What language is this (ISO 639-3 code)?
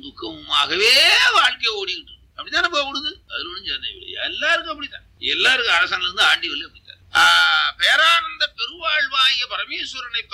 tam